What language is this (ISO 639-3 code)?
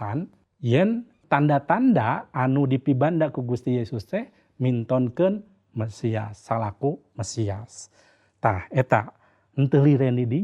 sun